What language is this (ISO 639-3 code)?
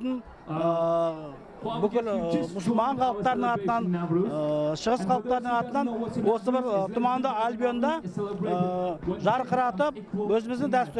kaz